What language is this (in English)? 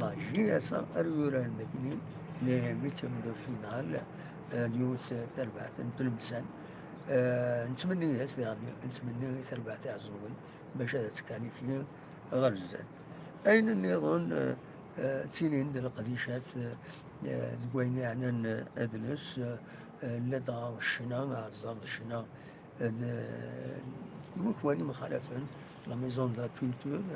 Kabyle